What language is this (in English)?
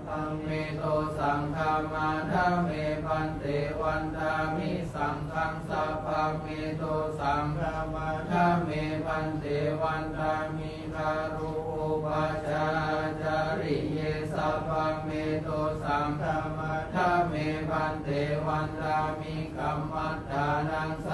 Pali